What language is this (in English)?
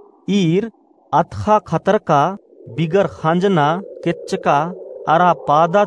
Kurukh